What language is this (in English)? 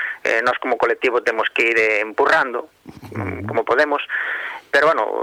Galician